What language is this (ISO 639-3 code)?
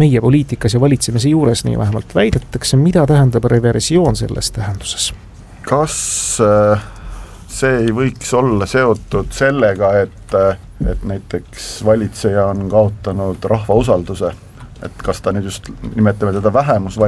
est